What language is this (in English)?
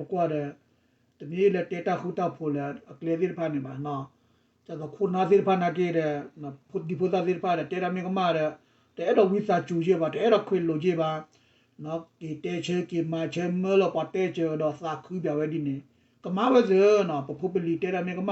S'gaw Karen